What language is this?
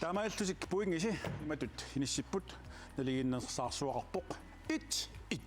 Kalaallisut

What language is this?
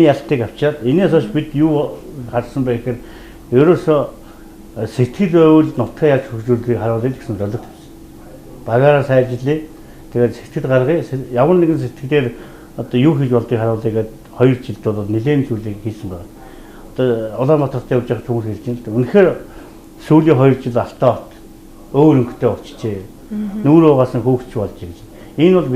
Mongolian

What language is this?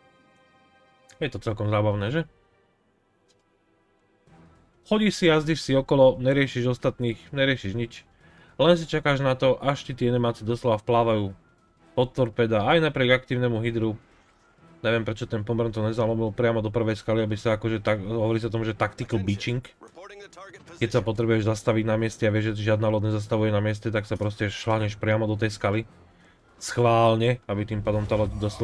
Slovak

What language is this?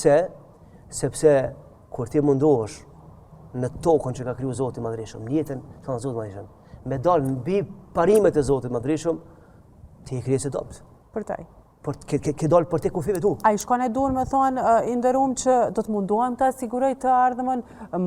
Albanian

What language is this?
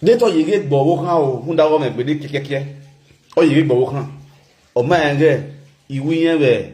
Nigerian Pidgin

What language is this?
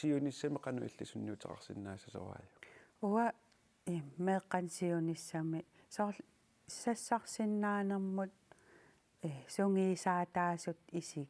Kalaallisut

